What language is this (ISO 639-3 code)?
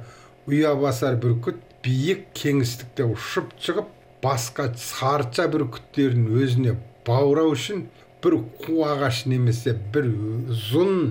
kaz